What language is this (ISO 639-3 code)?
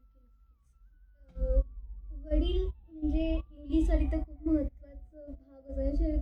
mar